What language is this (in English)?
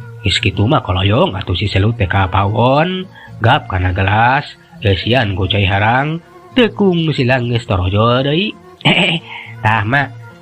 Sundanese